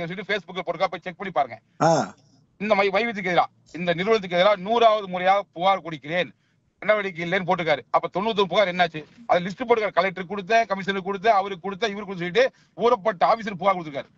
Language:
Tamil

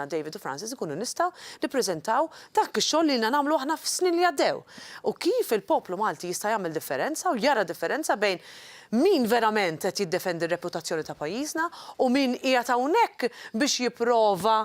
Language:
Maltese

